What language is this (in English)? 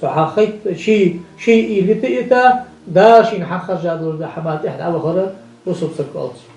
Ingush